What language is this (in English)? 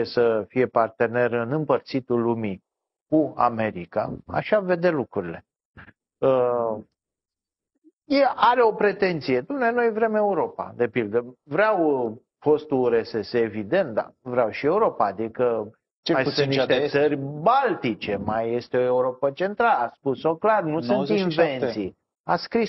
Romanian